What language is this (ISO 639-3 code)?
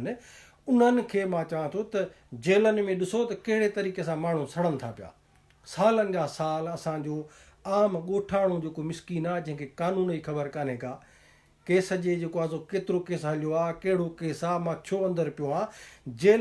snd